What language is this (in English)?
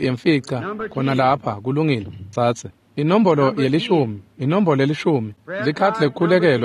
Swati